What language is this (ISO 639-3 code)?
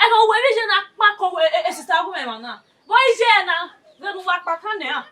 bin